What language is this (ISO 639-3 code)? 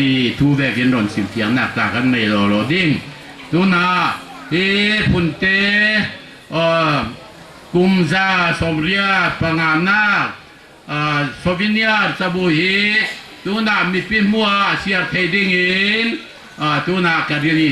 cfm